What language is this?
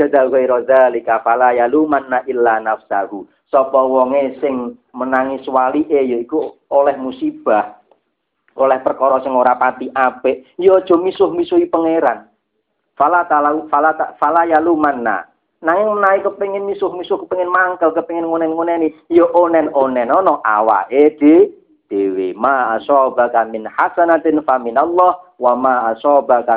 Javanese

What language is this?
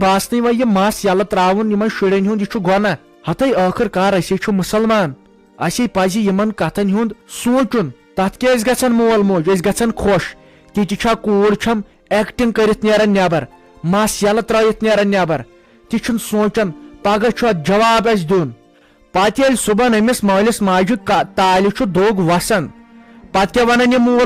Kashmiri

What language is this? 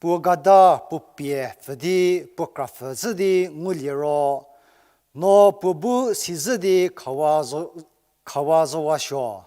Angami Naga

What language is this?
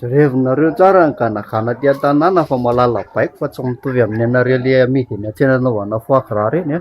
Malagasy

